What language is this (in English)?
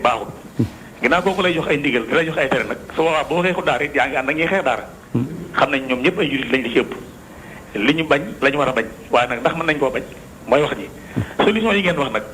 Wolof